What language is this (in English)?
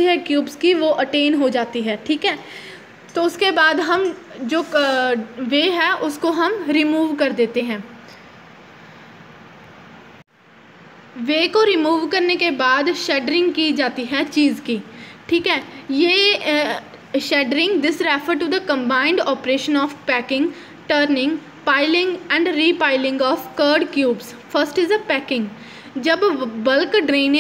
Hindi